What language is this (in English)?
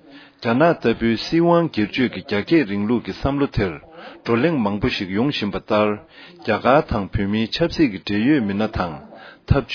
Tibetan